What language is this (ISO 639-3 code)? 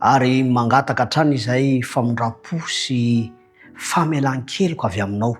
mlg